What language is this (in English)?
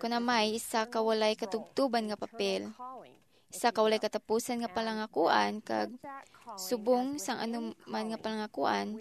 Hiligaynon